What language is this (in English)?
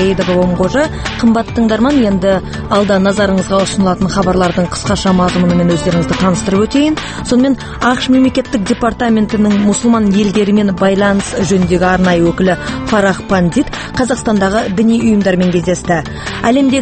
Kazakh